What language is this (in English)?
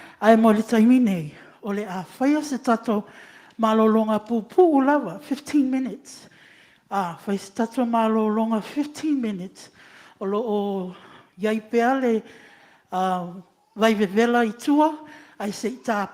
Samoan